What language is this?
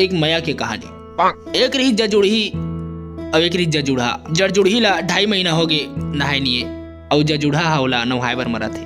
Chhattisgarhi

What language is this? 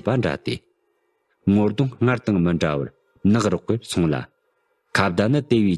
Tibetan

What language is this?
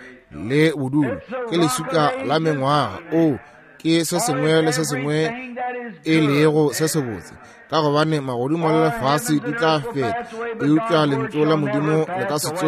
Northern Sotho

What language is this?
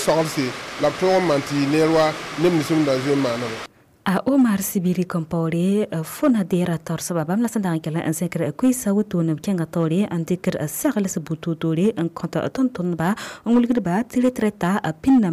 Mossi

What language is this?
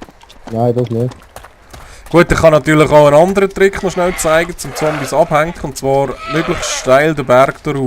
Swiss German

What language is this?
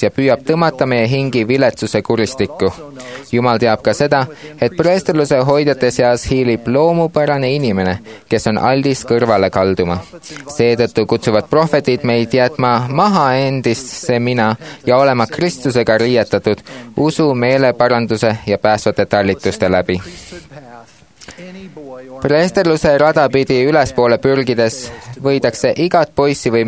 Estonian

